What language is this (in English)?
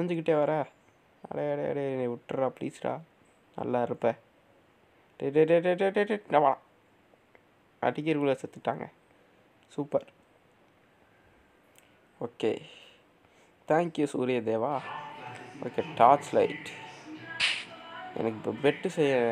Tamil